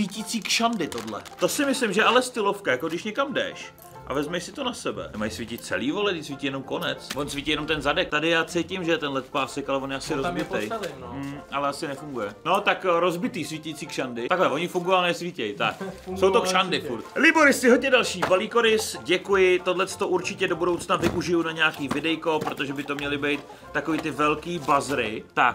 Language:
Czech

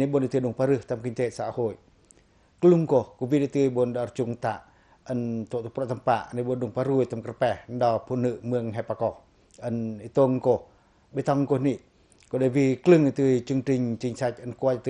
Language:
Pacoh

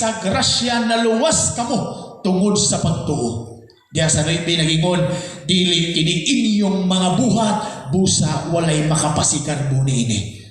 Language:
Cebuano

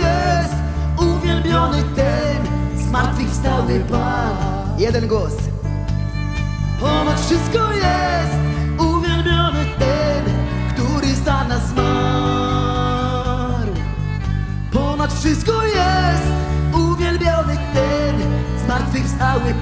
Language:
Polish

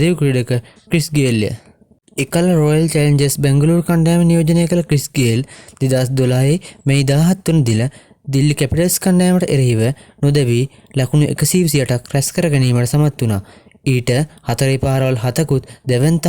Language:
Sinhala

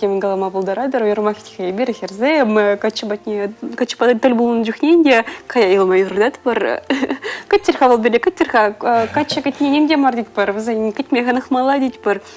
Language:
Chuvash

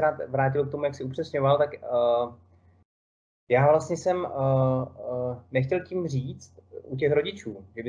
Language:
Czech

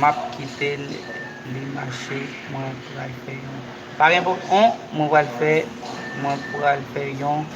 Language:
Haitian Creole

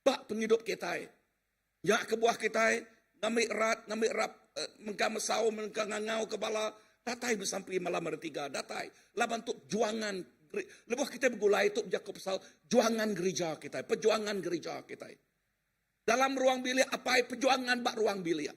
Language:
Iban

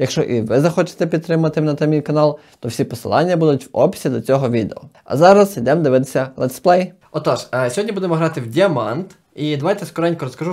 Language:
Ukrainian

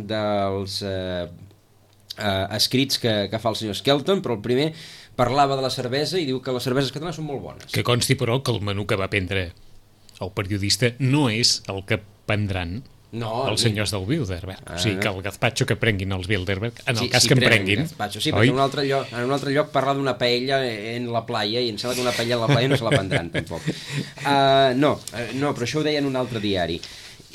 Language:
Catalan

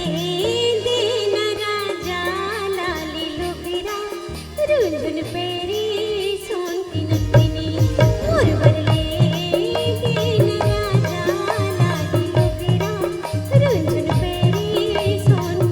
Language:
Chhattisgarhi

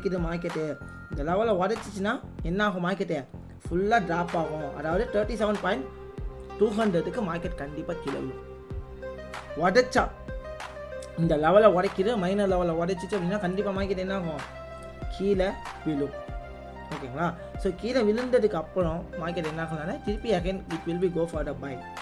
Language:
Tamil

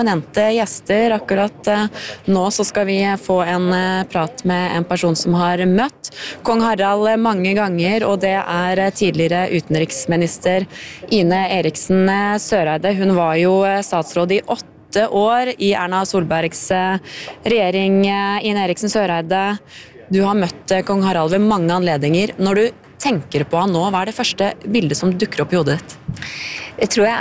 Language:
Norwegian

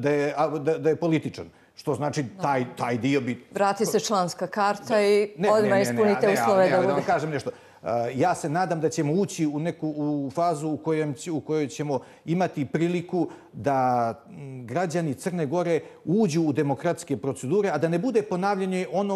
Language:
Bosnian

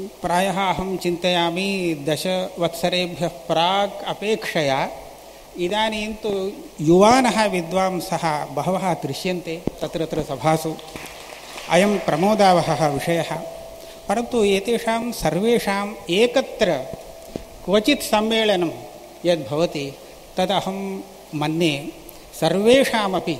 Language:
Sanskrit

